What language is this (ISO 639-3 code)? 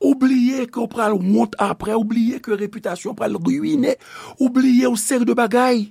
hat